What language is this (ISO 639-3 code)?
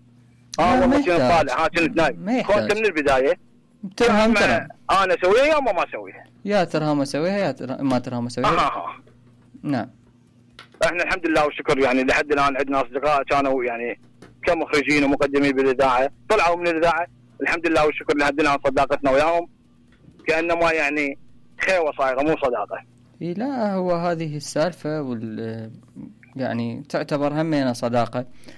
acm